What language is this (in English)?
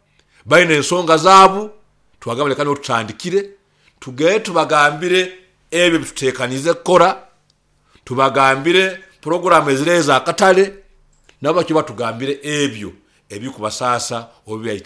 Nyoro